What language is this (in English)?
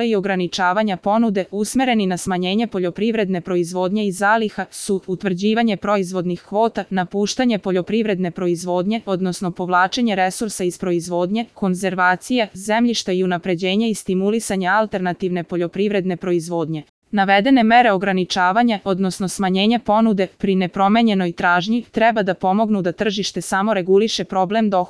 Serbian